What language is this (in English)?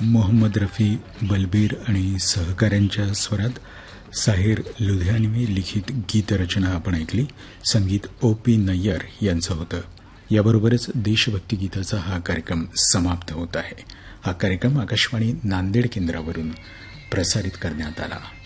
Marathi